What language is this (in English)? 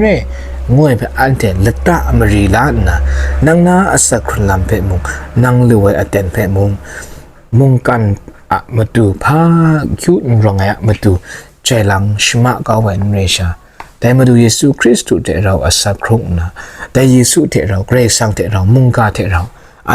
Kachin